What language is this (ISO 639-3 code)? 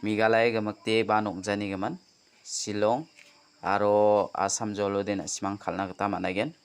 grt